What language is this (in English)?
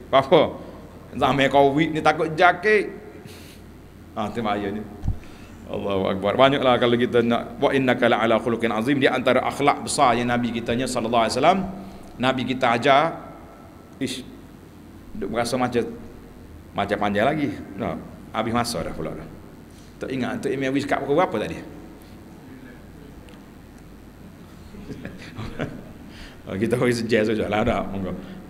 Malay